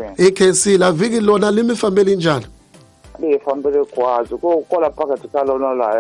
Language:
Tsonga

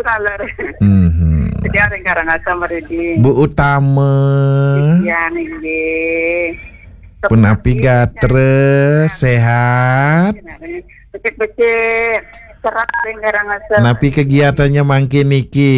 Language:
Balinese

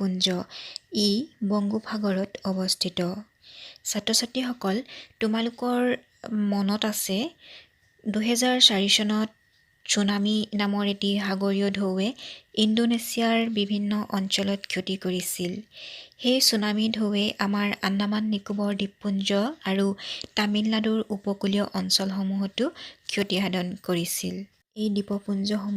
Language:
Assamese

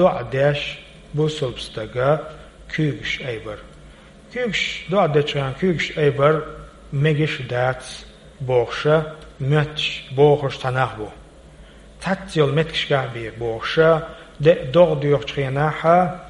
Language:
Chechen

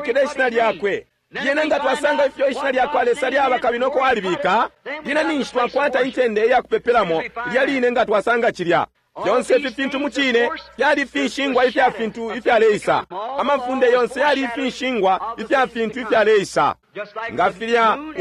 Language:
Bemba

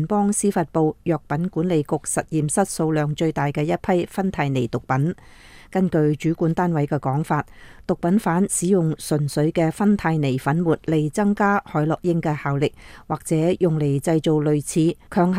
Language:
Cantonese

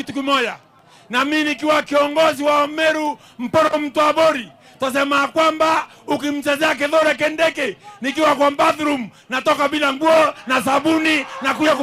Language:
Gusii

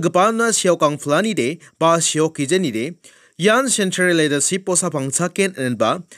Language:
Garo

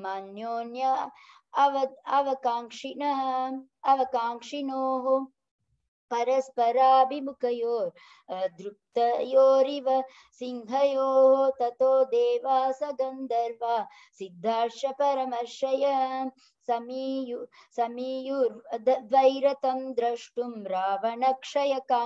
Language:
Sanskrit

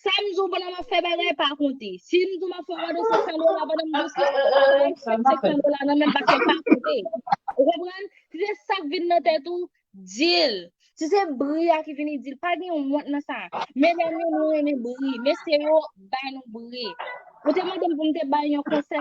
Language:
Haitian Creole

